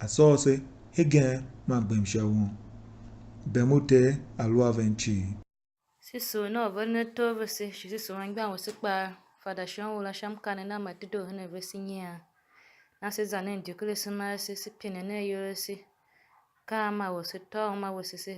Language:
Tiv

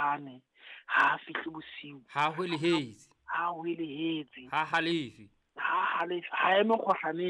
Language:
Southern Sotho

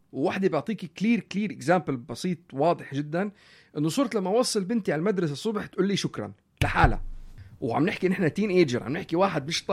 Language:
North Levantine Arabic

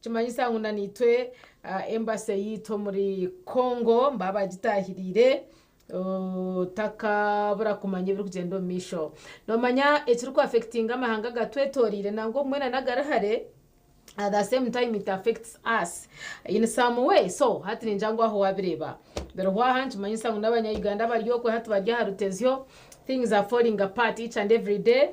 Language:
Nyankole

